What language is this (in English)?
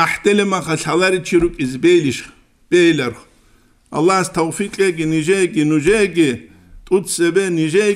Avaric